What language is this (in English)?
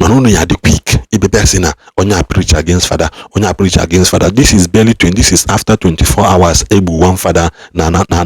Igbo